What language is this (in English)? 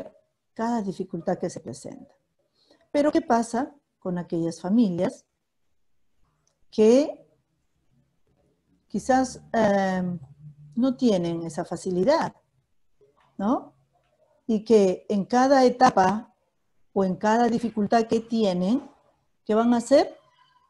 Spanish